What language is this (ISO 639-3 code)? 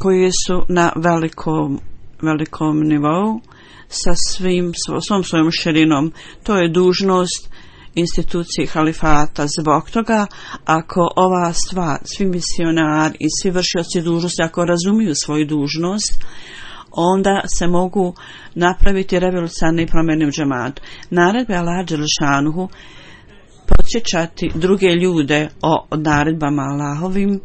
bos